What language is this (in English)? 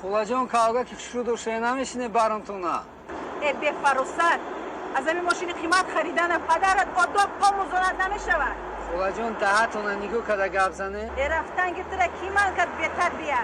Tajik